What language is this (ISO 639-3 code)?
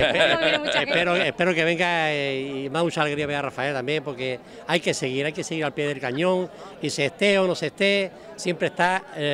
spa